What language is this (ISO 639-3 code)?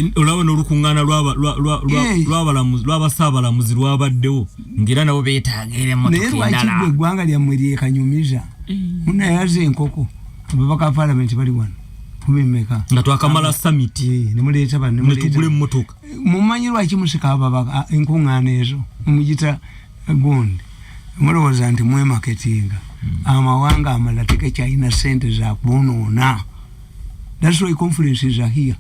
lug